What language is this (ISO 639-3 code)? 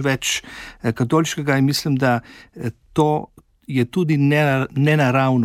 slv